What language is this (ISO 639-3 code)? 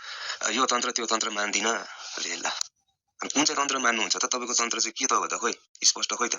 nep